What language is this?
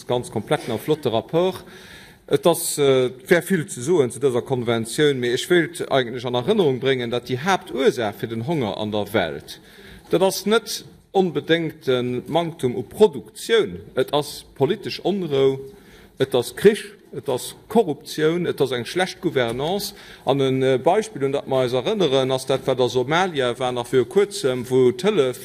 Luxembourgish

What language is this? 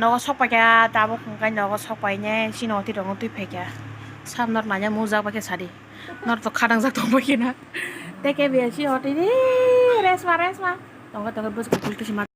Kok Borok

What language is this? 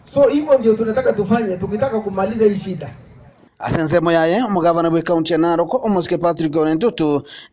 Gusii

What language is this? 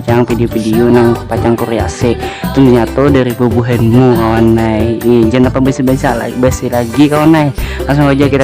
Banjar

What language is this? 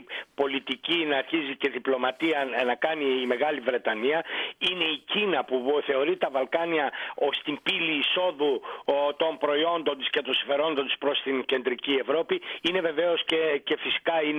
Greek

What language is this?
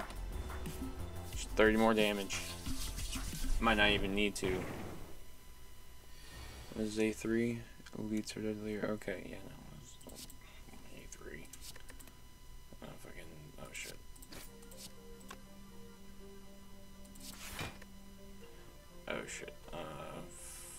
English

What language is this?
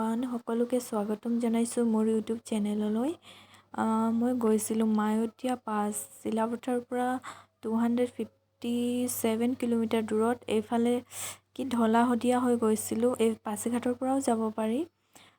Assamese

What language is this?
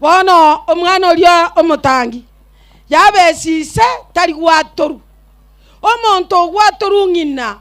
Gusii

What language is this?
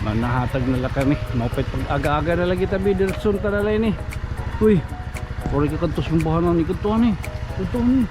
Waray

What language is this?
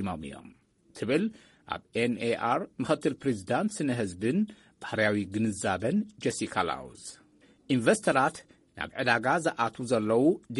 Tigrinya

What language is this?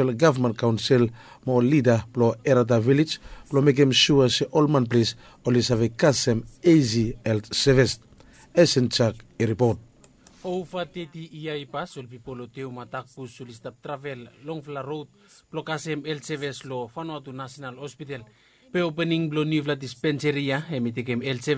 Bislama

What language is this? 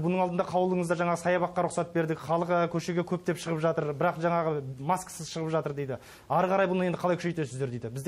Kazakh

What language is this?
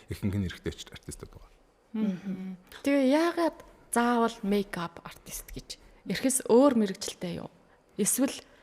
Mongolian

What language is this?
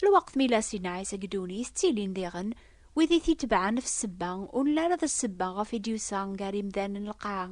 Kabyle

